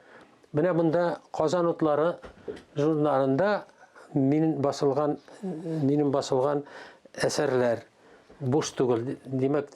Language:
Tatar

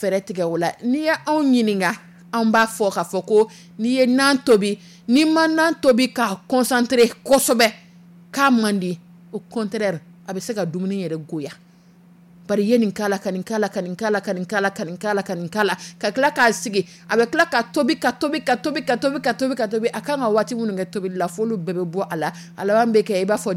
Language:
Dyula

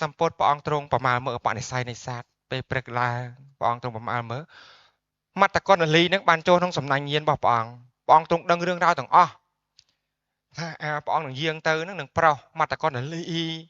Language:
Khmer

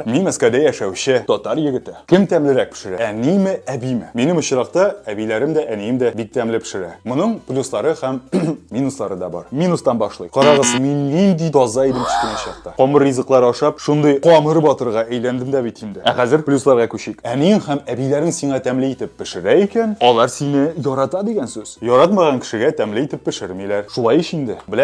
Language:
Tatar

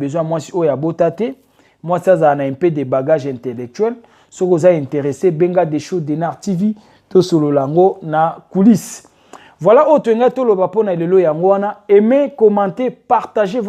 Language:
Lingala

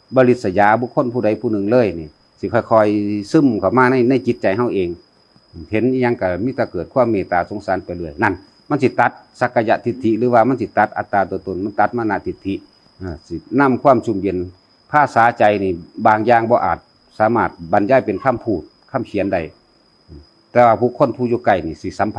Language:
Northeastern Thai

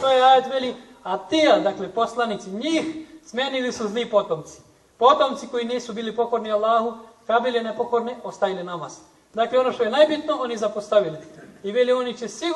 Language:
Bosnian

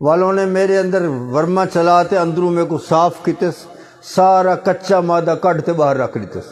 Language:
Saraiki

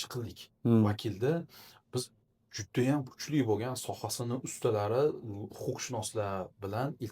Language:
Uzbek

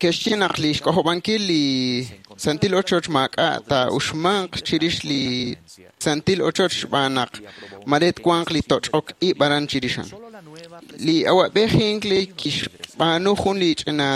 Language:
Kekchí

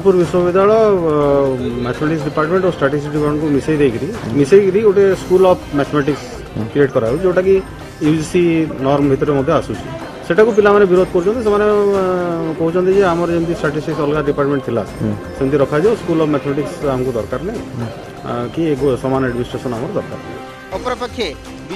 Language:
Odia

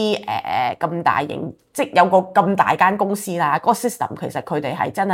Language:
Cantonese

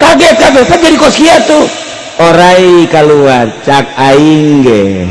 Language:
Sundanese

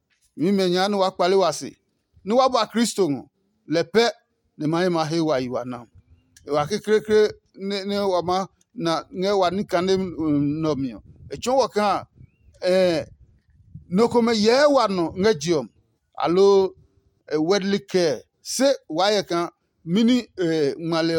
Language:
Adangme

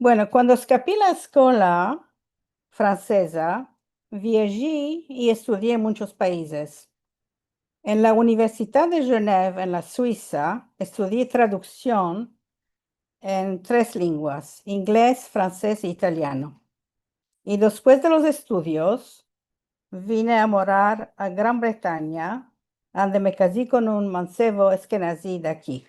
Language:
Ladino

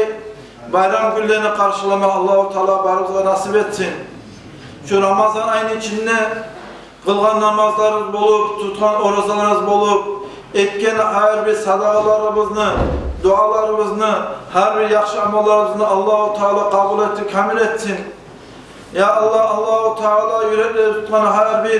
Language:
Kumyk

